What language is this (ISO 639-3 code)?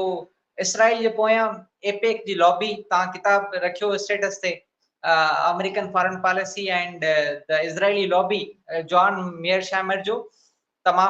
snd